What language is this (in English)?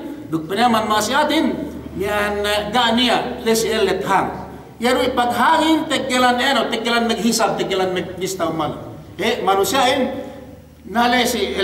Yakan